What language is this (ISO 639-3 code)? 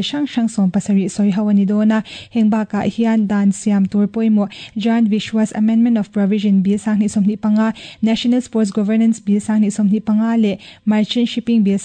lus